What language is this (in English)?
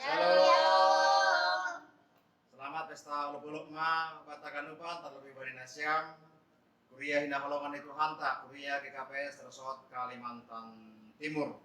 Batak Simalungun